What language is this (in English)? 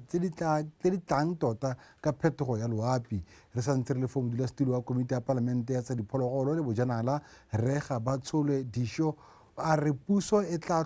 Tswana